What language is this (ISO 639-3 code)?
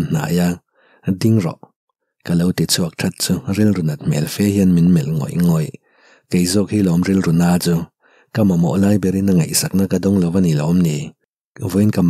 lus